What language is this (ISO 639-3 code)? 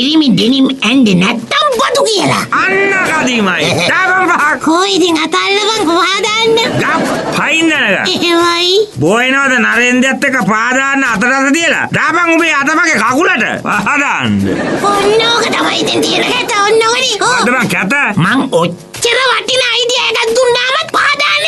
sin